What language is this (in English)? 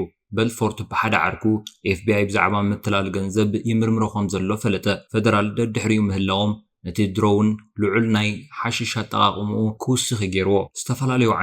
Tigrinya